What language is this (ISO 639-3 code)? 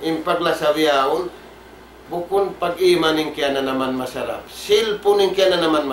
tsg